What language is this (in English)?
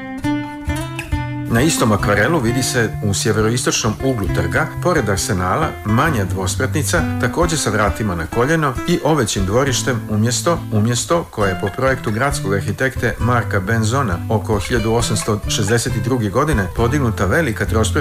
Serbian